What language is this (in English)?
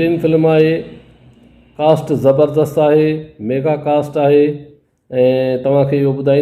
Sindhi